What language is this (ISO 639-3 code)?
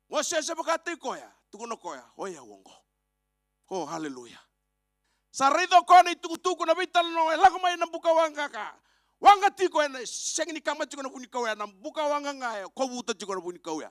fij